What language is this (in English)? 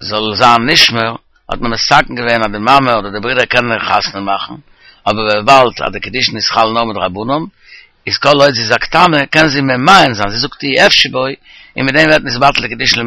Yiddish